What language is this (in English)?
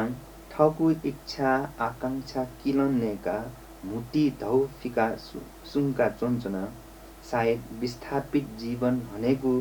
Newari